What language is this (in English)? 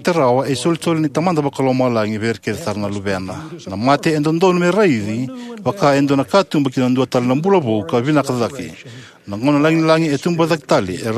Fijian